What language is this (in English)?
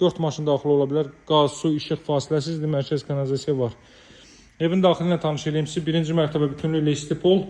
Azerbaijani